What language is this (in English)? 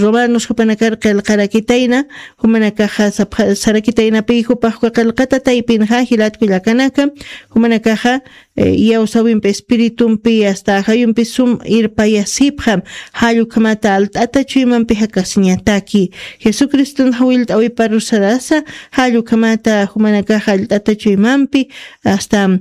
Aymara